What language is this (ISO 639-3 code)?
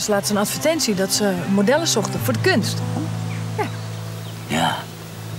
fry